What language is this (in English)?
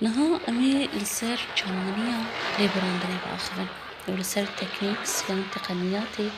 Kurdish